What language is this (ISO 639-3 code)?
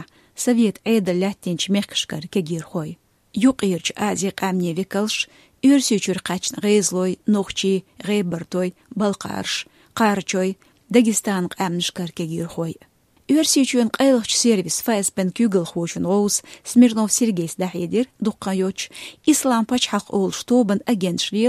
che